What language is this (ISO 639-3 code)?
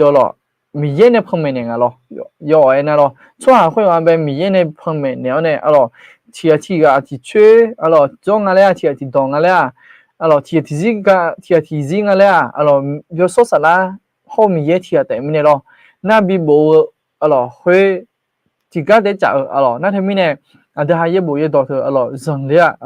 ahk